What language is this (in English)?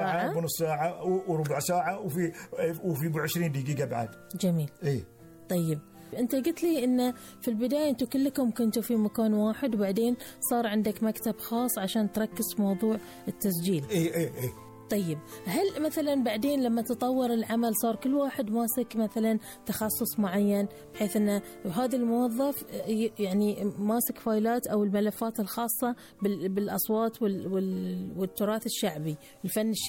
Gulf Arabic